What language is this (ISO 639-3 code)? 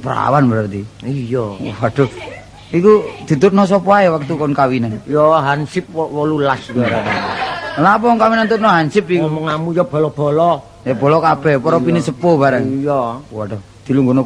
jav